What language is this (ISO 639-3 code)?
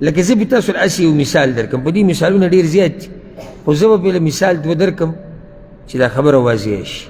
pus